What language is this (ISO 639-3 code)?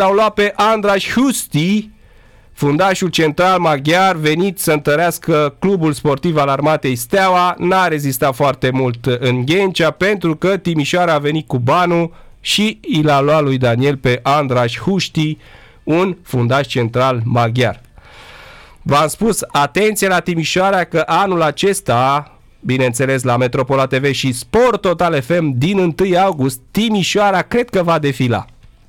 ron